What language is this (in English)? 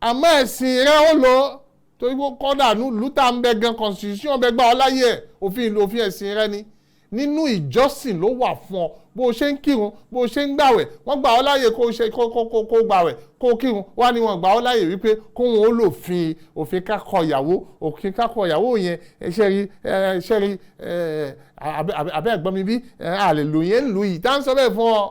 Yoruba